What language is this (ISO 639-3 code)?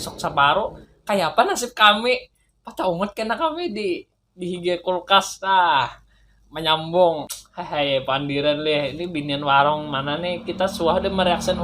bjn